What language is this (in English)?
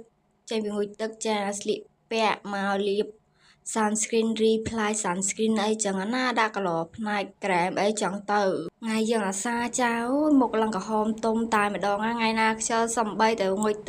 Khmer